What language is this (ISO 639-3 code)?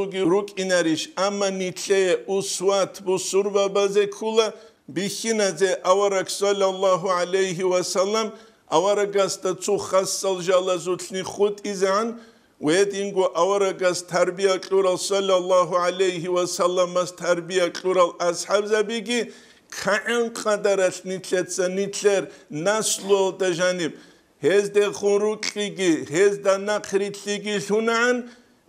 ava